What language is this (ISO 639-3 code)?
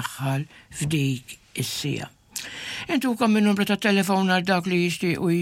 mlt